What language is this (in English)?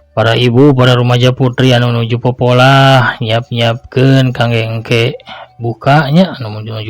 Sundanese